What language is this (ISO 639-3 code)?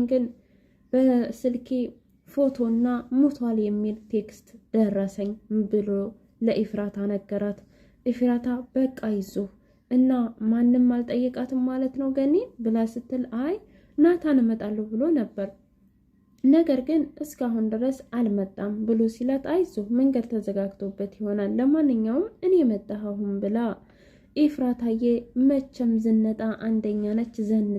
amh